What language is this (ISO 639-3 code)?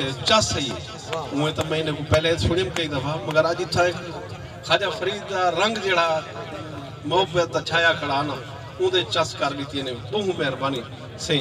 skr